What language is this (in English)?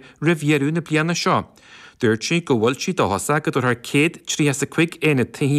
Irish